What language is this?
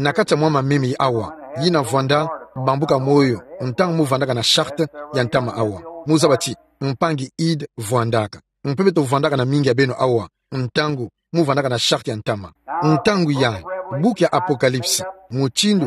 Kituba (Democratic Republic of Congo)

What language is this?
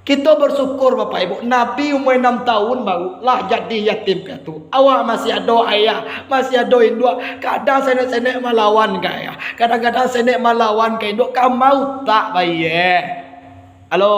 Minangkabau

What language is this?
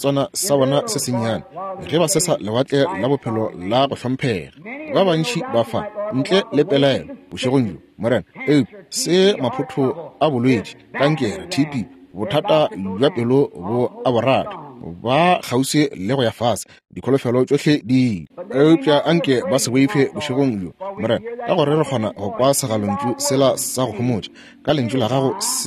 Northern Sotho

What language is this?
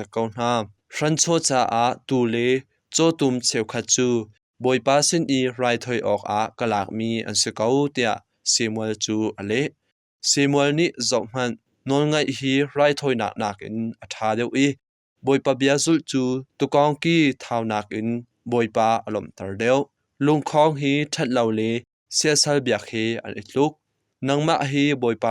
Hakha Chin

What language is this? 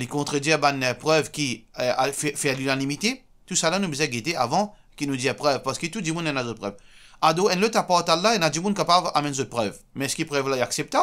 Morisyen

